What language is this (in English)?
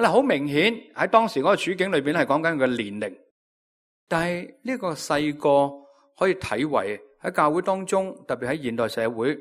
Cantonese